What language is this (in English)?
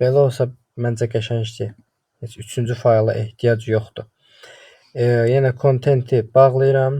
Azerbaijani